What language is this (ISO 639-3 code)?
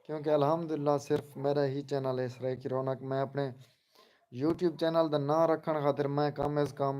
skr